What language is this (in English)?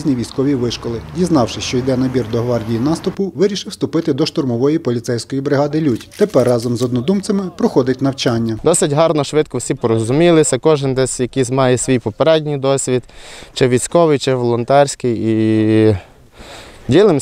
Ukrainian